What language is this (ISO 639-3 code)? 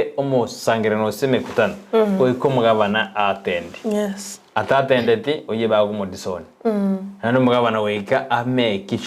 guz